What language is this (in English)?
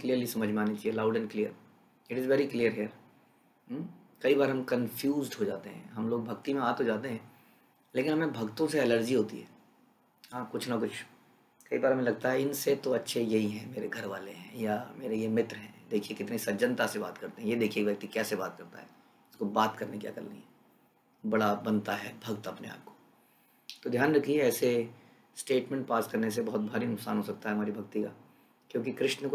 Hindi